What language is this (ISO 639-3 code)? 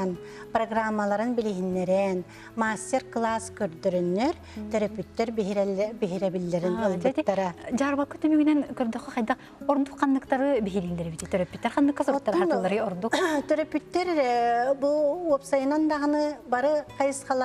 sah